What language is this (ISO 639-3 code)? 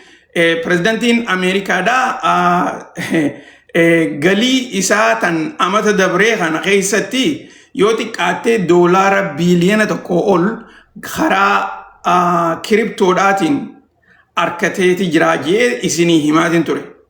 orm